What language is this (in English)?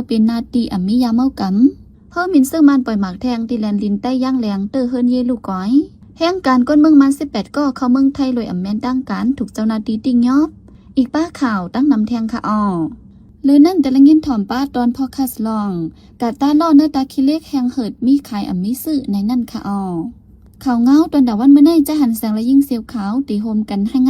Shan